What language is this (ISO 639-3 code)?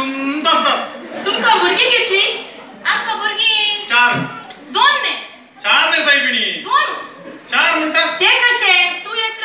kok